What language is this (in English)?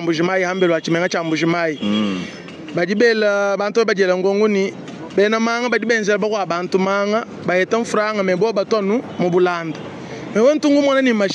Luba-Lulua